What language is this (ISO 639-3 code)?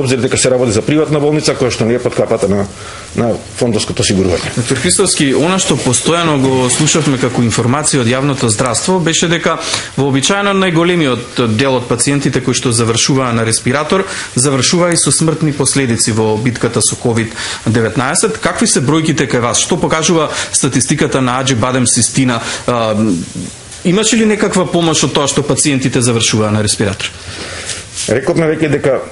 mkd